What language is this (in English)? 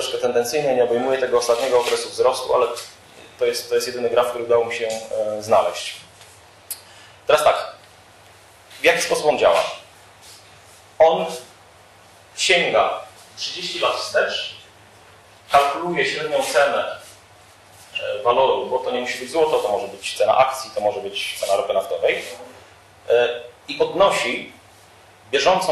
Polish